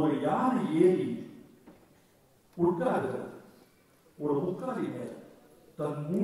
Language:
Tamil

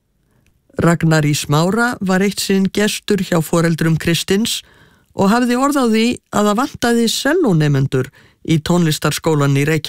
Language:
Icelandic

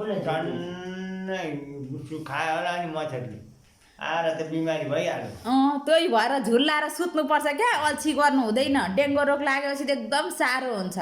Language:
Nepali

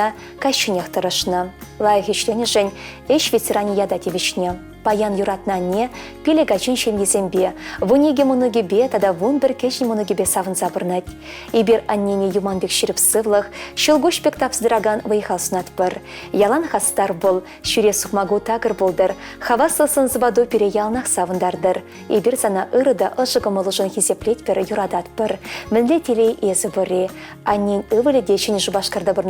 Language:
Chuvash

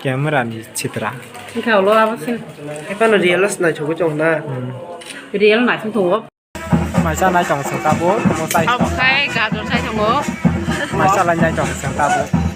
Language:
Kok Borok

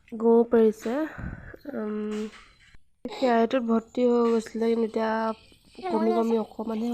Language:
Assamese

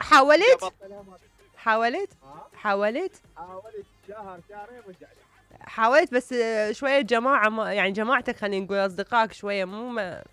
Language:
Mesopotamian Arabic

